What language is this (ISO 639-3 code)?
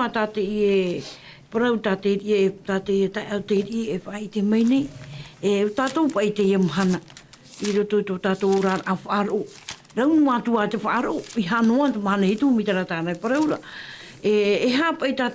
tah